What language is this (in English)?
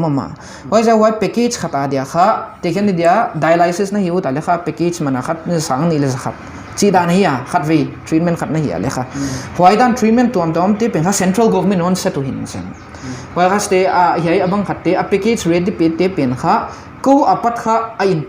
Paite Chin